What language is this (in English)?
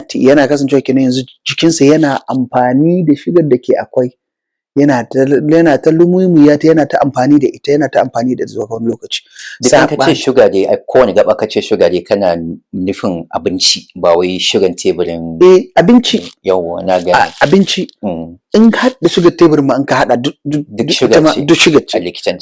Hausa